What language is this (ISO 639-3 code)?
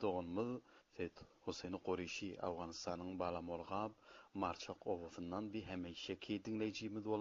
tuk